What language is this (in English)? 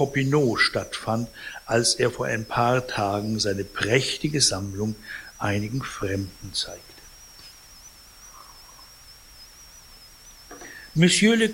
German